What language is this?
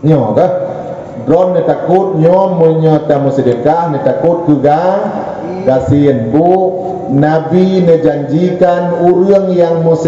Achinese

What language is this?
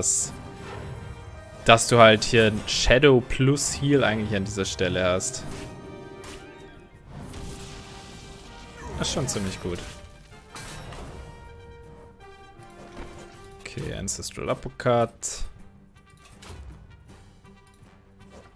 German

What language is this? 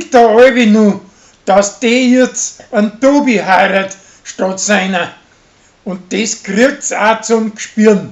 Bavarian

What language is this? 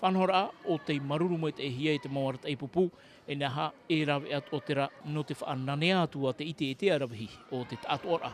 Tahitian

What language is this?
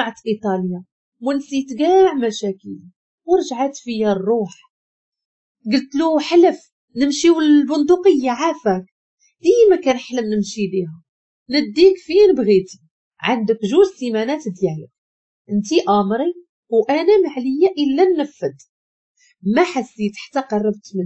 Moroccan Arabic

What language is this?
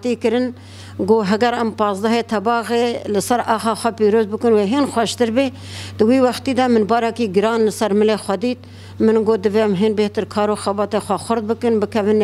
Kurdish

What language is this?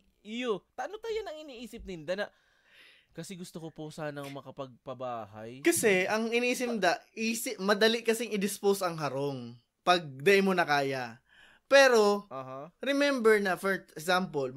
Bikol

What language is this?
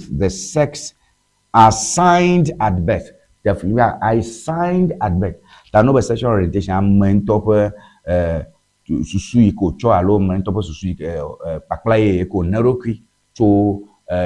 Ewe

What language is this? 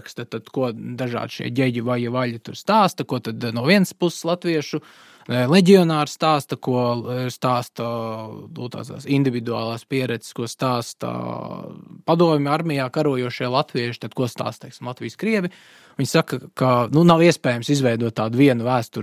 Latvian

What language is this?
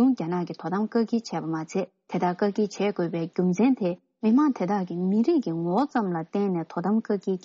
Tibetan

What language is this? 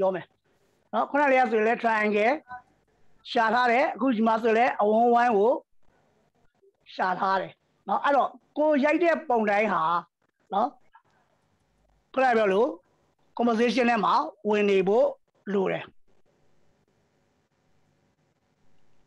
Burmese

